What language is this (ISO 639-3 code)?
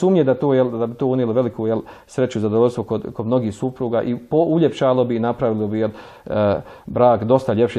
bos